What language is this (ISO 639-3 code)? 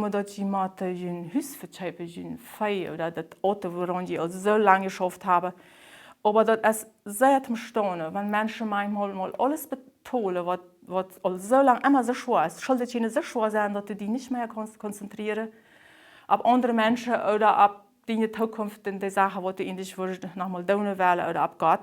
pdt